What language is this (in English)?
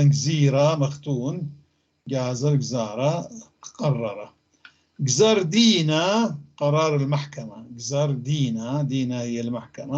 North Levantine Arabic